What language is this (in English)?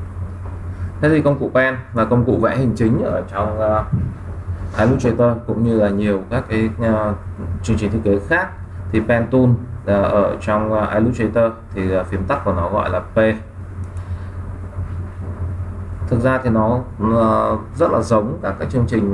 Vietnamese